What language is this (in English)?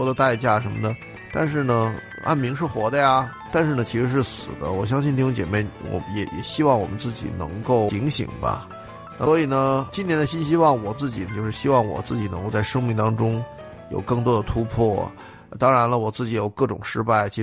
Chinese